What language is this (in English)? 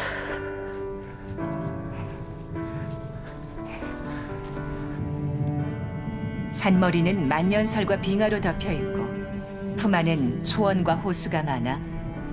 Korean